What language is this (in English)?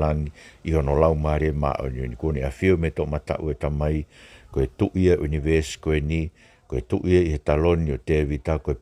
Tongan